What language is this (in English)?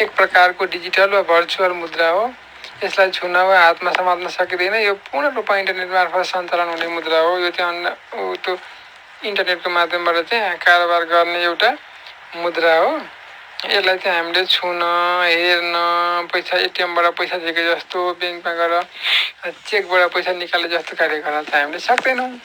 Nepali